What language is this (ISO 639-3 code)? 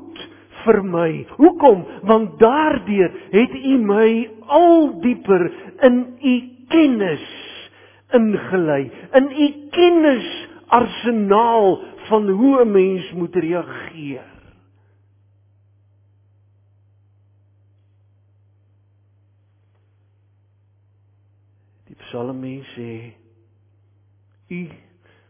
afr